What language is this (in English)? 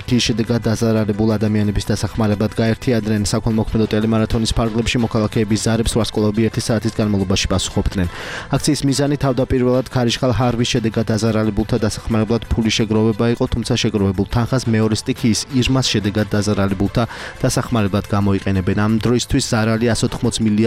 Georgian